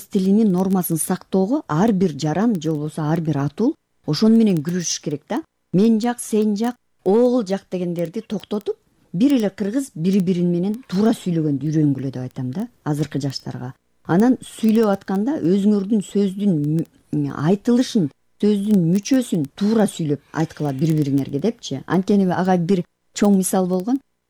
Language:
Kyrgyz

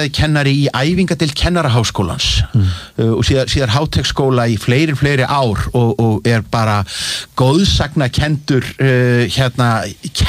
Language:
Icelandic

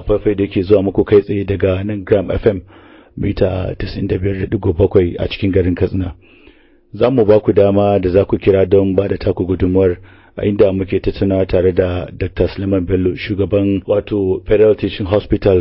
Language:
Hausa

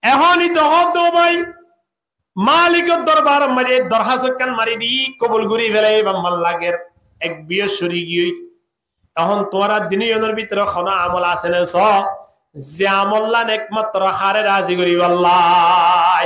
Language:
Rohingya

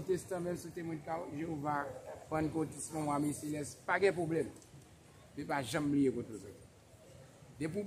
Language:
Haitian Creole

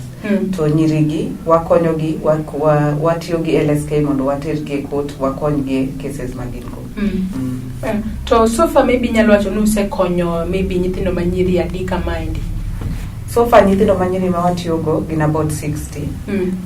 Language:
Luo (Kenya and Tanzania)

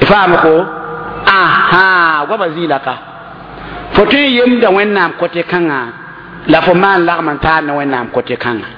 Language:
Mossi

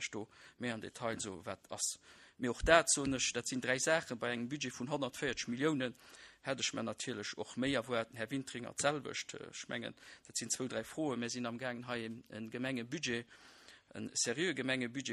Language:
Luxembourgish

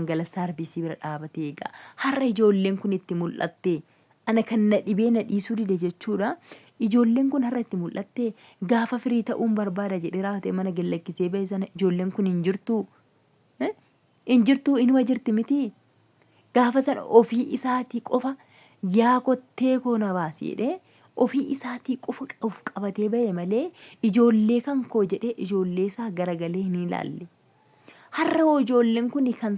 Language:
Oromo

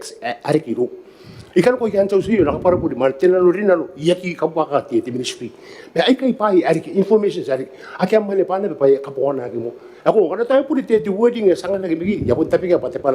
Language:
Gilbertese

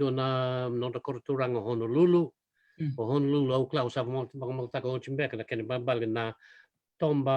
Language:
Fijian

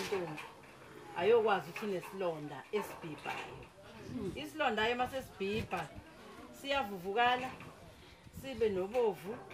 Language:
Zulu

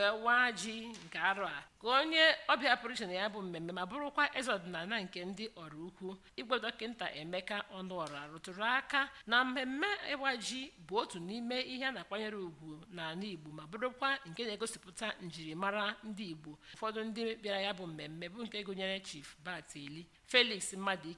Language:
Igbo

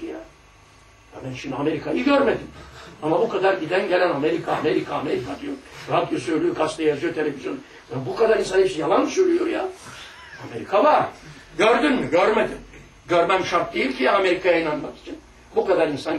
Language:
Turkish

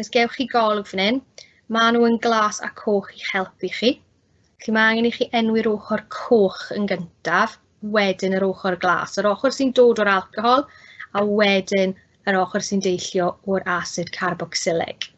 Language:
Welsh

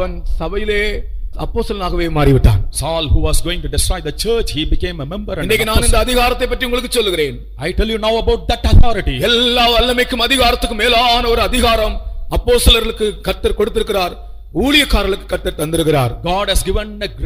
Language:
Tamil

